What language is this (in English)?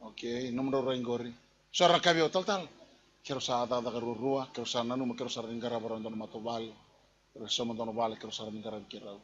Fijian